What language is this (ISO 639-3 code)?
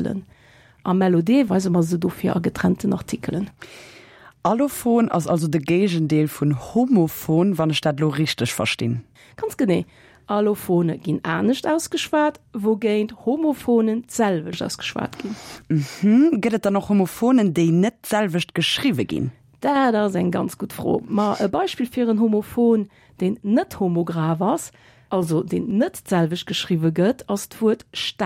ltz